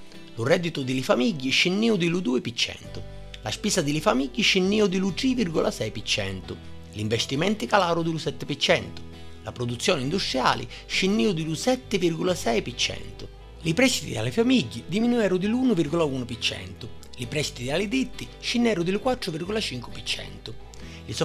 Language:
Sicilian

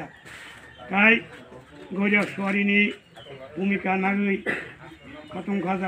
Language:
Kok Borok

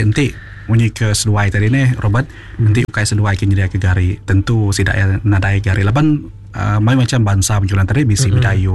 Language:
Iban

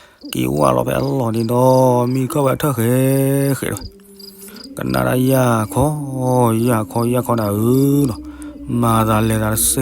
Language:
S'gaw Karen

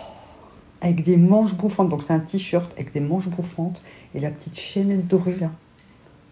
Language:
French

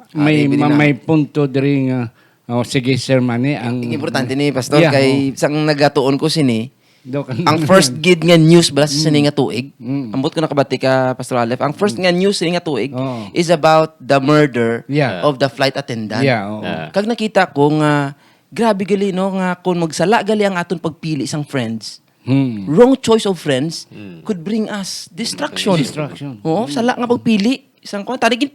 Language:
Hiligaynon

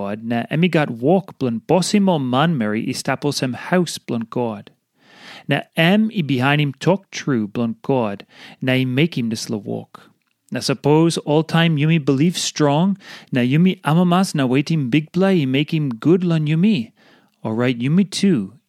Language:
Tok Pisin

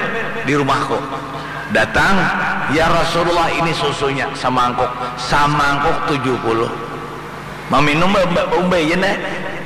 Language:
Banjar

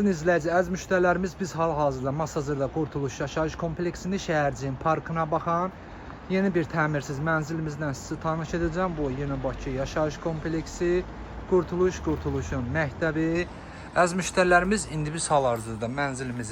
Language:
Azerbaijani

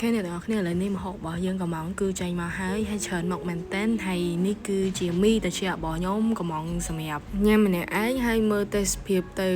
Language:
Khmer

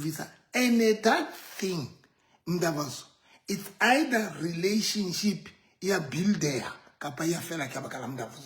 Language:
Southern Sotho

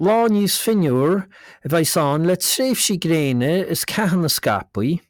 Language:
Irish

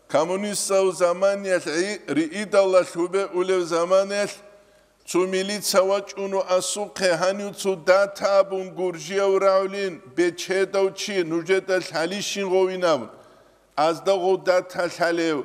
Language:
Avaric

